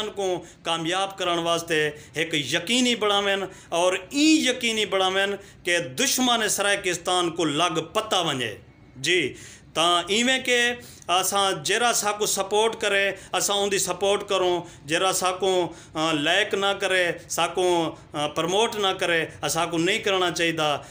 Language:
Saraiki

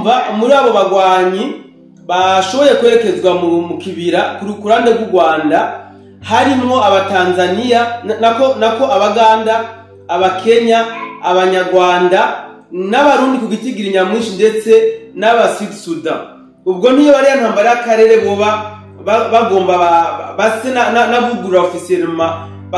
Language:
Rundi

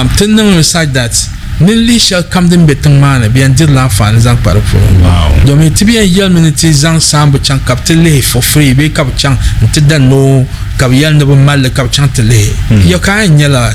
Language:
Dagbani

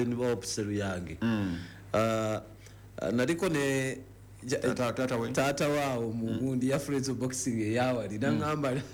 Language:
Ganda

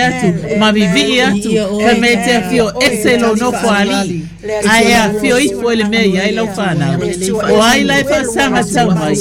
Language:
Samoan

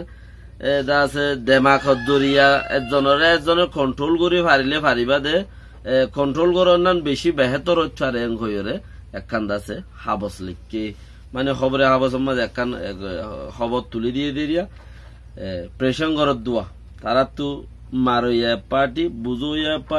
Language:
Rohingya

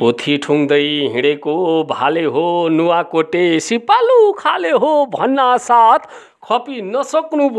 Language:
Nepali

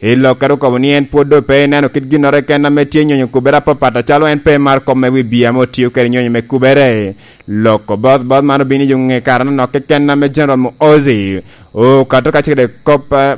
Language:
Lango (Uganda)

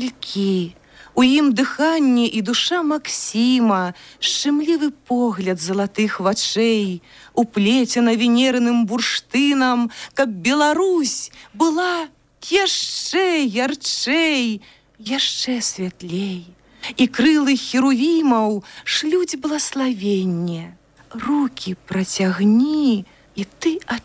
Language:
Belarusian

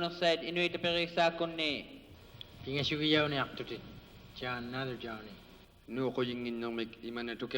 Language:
Inuktitut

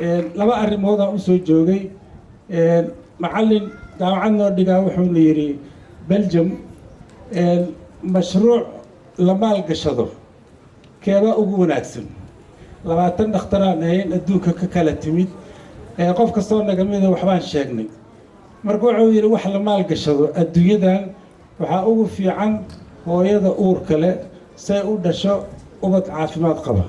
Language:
Somali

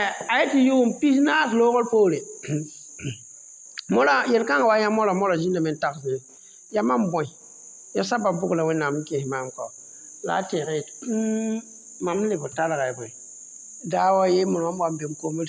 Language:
Mossi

